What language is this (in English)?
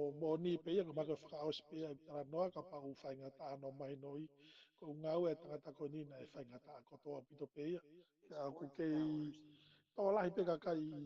Tongan